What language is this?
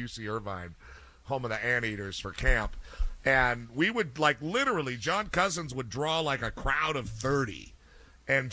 English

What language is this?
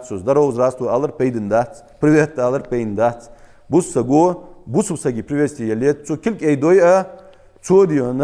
Ingush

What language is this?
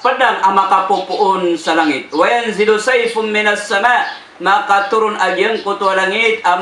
Maranao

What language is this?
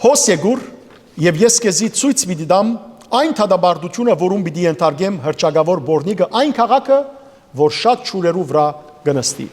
Western Armenian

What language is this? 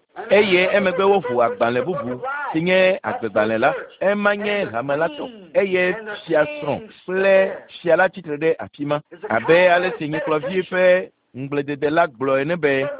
Ewe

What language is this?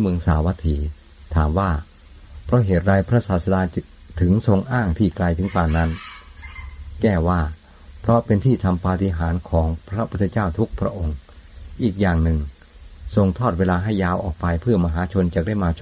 Thai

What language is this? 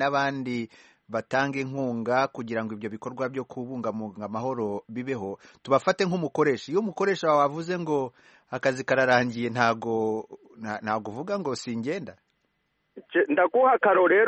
Kinyarwanda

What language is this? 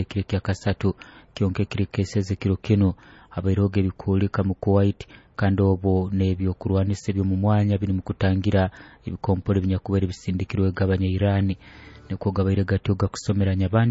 Nyoro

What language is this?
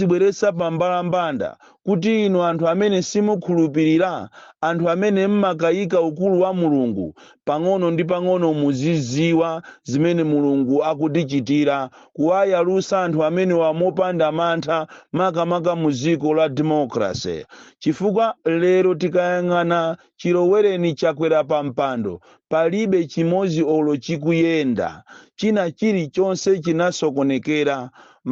Nyanja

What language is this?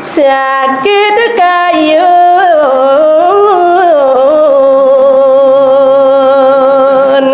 Balinese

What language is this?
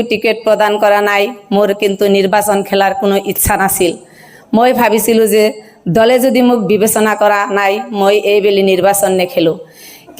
Assamese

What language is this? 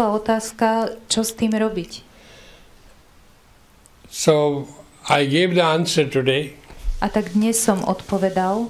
Slovak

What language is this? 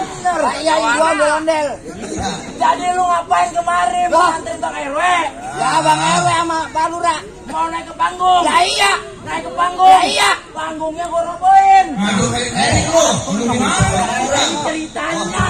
Betawi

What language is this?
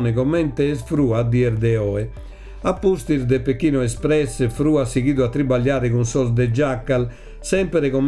Sardinian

